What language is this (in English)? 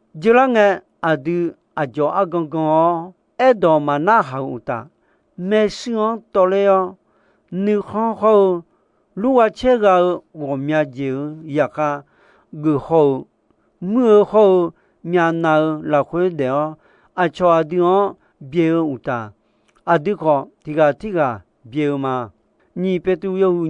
Akha